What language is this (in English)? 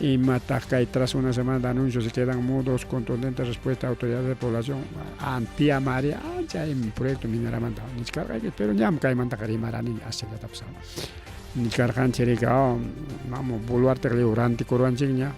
Ayacucho Quechua